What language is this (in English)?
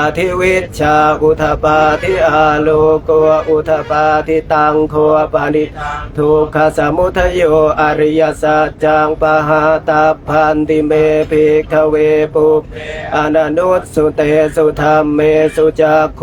Pali